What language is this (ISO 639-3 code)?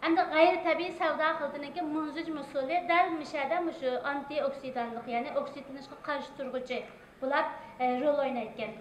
uig